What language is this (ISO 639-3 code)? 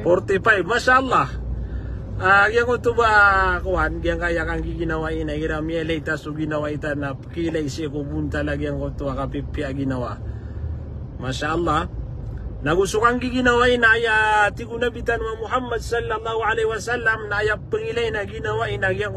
mrw